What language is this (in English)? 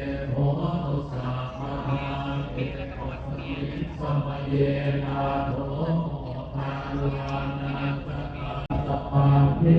Pali